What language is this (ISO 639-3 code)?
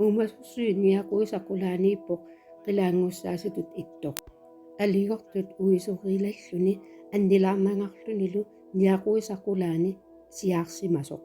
kal